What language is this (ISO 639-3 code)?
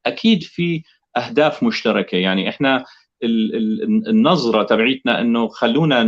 apc